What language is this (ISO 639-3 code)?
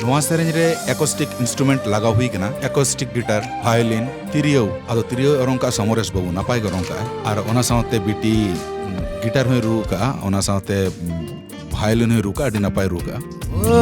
sat